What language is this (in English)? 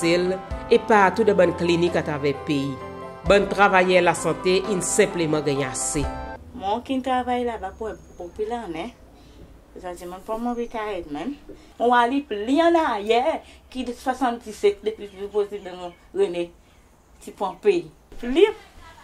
Seselwa Creole French